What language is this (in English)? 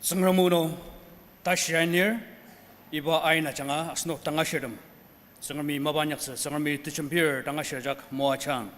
Ao Naga